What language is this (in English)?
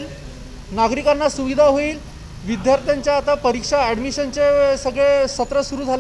Marathi